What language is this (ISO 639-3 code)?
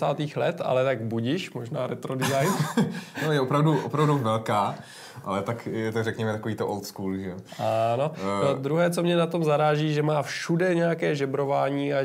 ces